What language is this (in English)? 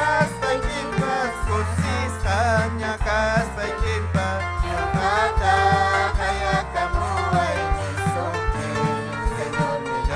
Ayacucho Quechua